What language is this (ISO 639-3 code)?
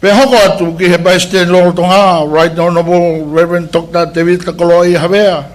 ton